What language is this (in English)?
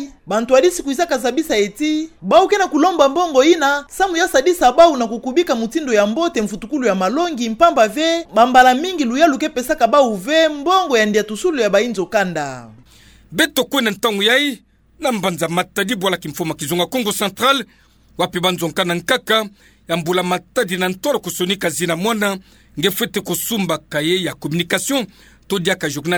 Kituba (Democratic Republic of Congo)